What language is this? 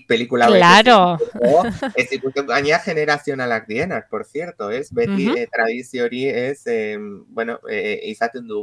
Basque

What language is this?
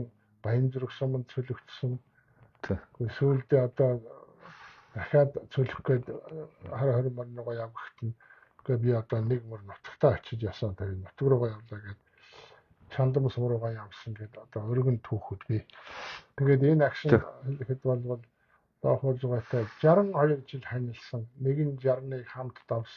Mongolian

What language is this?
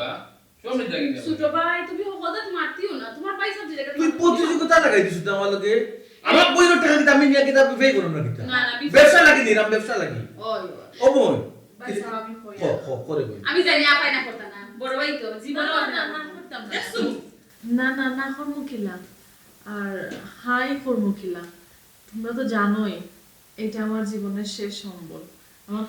Sylheti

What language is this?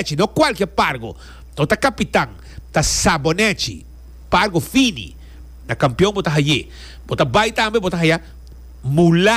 Papiamento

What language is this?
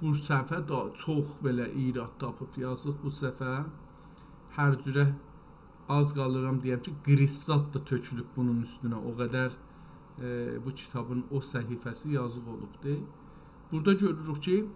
South Azerbaijani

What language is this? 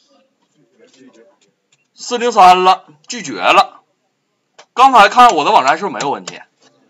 Chinese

